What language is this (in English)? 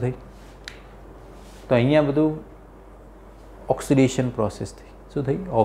Gujarati